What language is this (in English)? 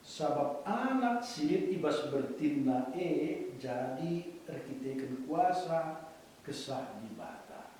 Batak Karo